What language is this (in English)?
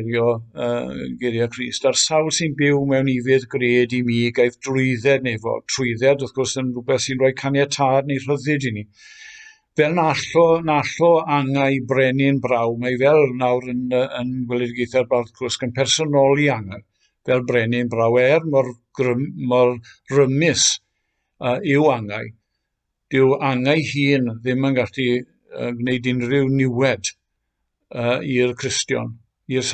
Welsh